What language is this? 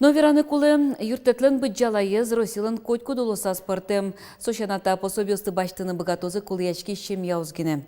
Udmurt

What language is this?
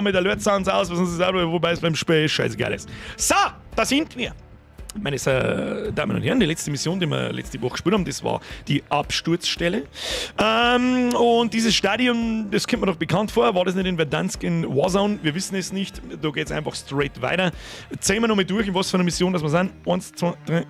Bavarian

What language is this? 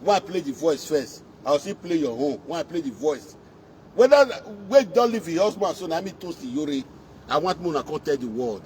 Nigerian Pidgin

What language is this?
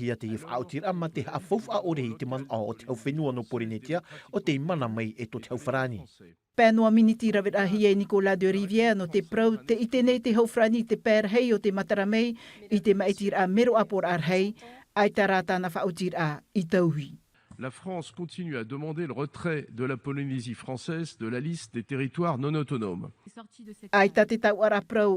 Tahitian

